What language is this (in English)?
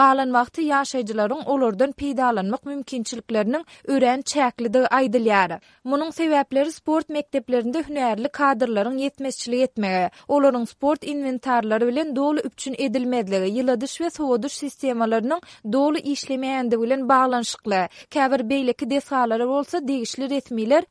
Turkmen